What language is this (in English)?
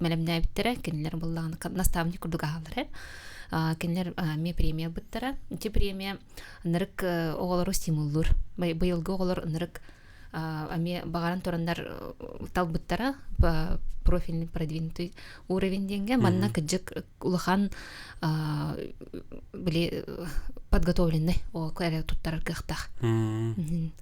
Yakut